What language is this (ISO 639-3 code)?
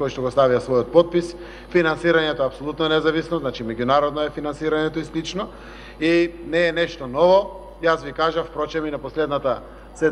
mkd